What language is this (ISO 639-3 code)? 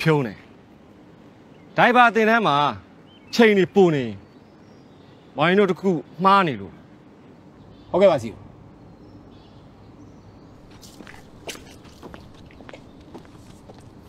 mya